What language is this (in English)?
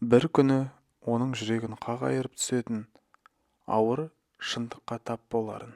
Kazakh